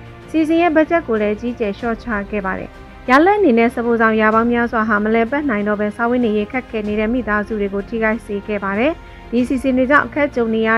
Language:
Burmese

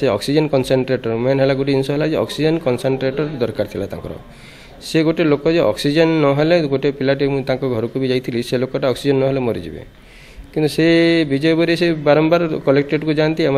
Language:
Odia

